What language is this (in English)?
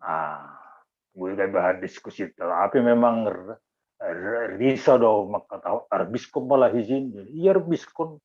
Batak Simalungun